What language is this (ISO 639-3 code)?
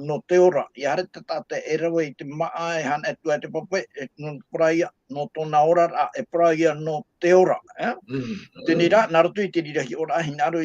tah